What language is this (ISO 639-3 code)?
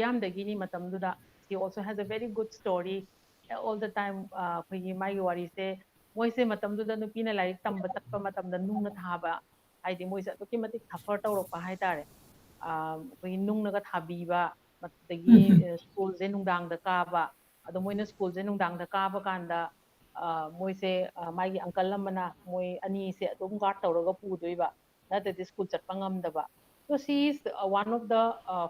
mni